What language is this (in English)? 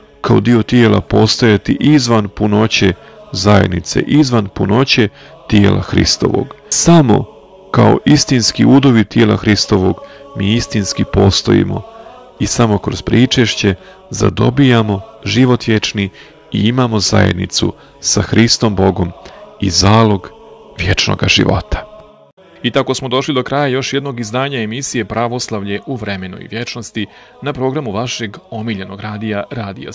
Serbian